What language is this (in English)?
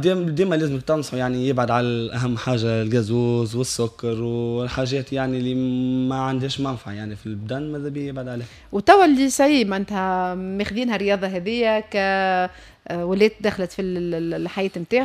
Tunisian Arabic